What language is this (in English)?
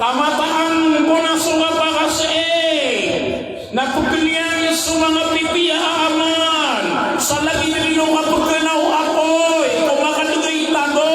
Maranao